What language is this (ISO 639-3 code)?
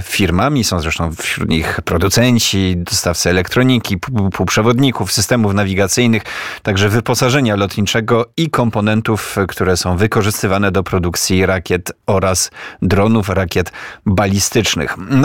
pol